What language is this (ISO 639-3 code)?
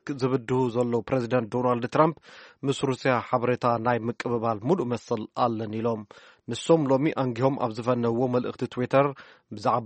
tir